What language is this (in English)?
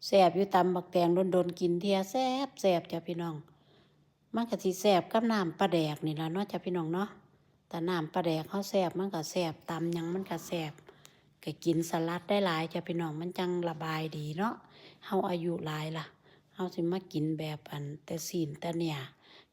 Northeastern Thai